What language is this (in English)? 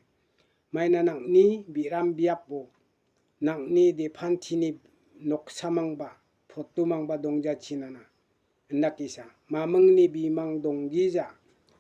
Garo